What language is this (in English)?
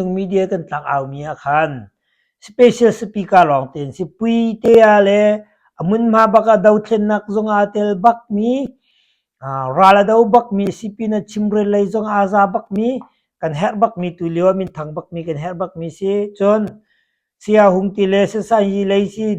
Hakha Chin